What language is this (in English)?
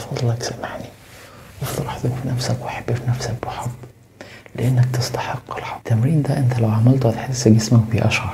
Egyptian Arabic